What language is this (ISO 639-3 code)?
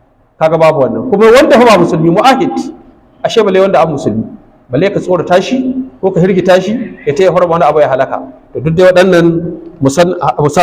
hau